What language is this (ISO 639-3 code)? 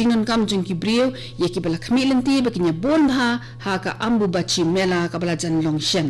kha